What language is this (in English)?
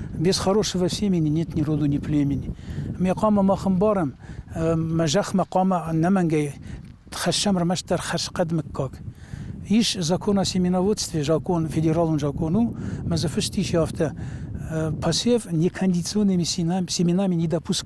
Ossetic